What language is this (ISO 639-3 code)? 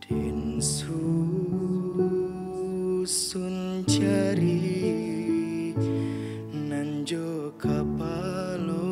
min